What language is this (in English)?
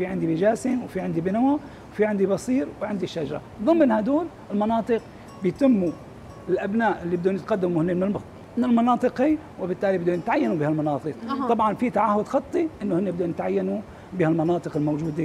North Levantine Arabic